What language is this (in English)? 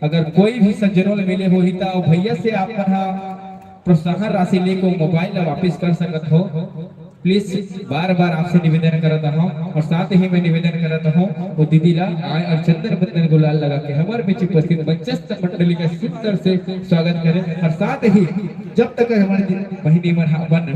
Chhattisgarhi